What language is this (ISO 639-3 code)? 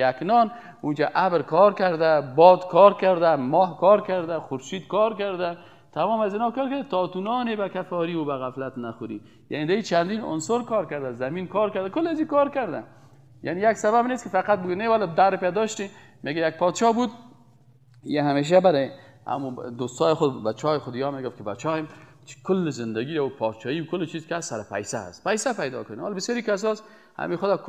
fas